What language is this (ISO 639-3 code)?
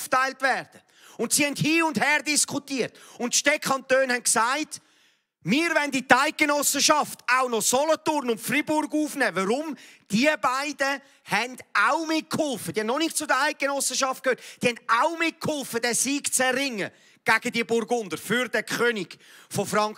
gsw